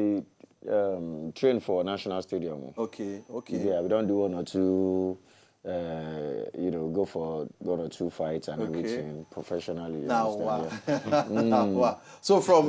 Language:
Nigerian Pidgin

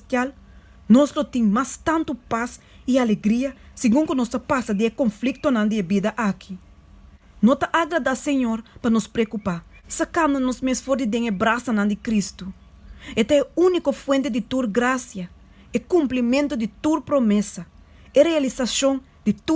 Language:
Papiamento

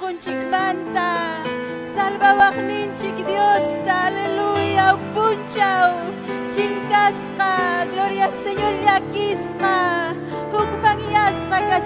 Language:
Ayacucho Quechua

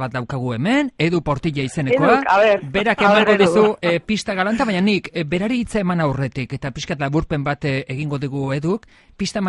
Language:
Basque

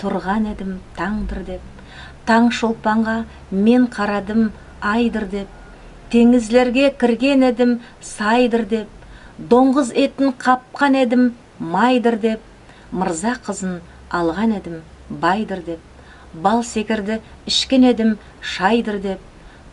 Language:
Nogai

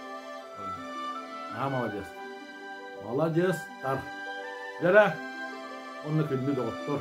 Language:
Yakut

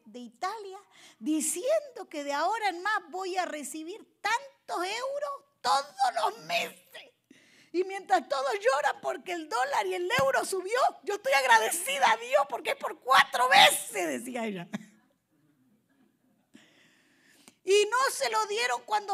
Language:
Spanish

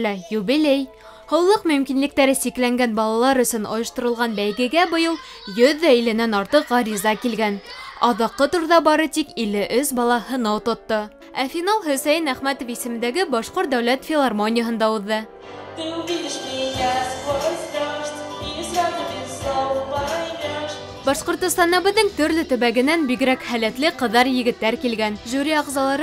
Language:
Bashkir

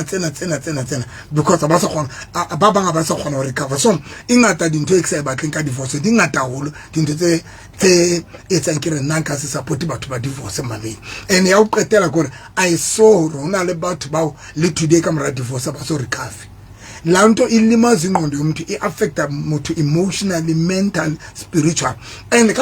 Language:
Southern Sotho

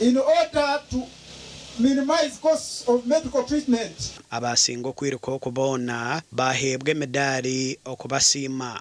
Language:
Nyankole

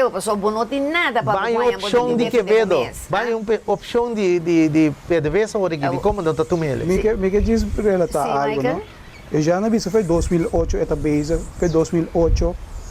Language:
Papiamento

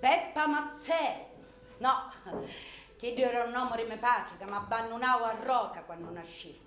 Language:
Sicilian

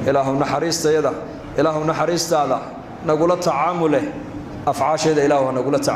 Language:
Somali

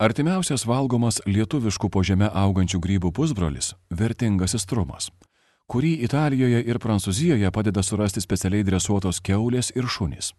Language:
Lithuanian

